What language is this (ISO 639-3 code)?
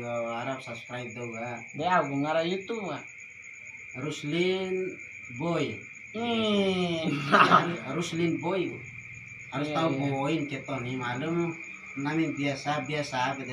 bhp